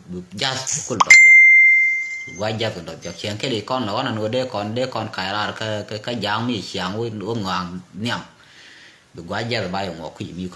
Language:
Nuer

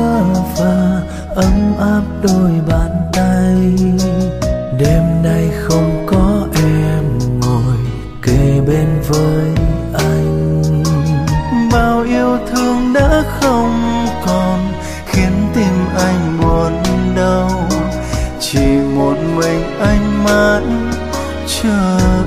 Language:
Vietnamese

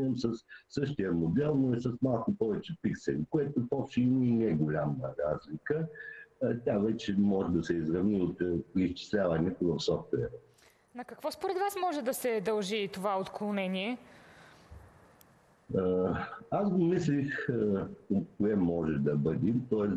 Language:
Bulgarian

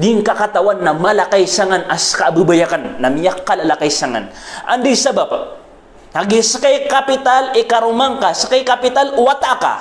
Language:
Maranao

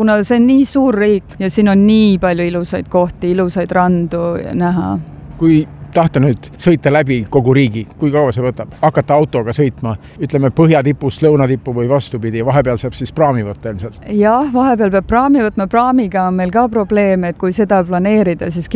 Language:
Estonian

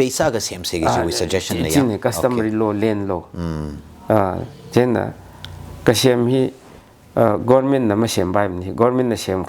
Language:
Tangkhul Naga (India)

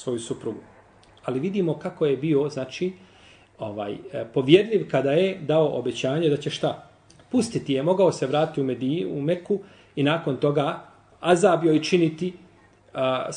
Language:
Bosnian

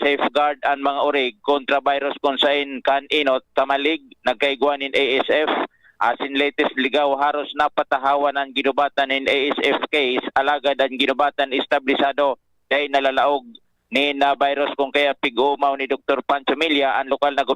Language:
Bikol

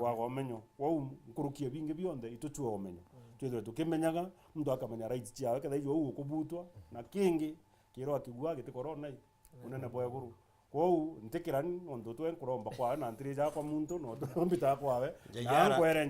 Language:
Meru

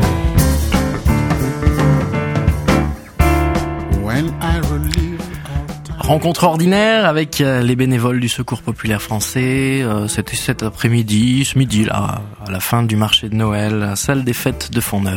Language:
French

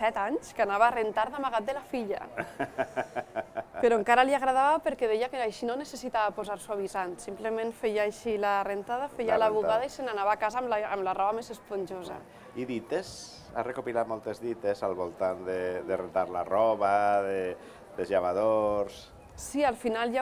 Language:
Catalan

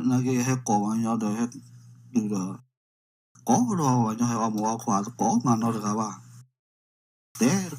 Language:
S'gaw Karen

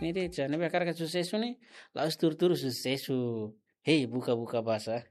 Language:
Tetum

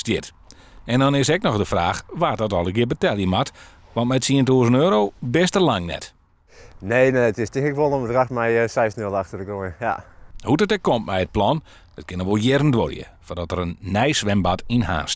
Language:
Western Frisian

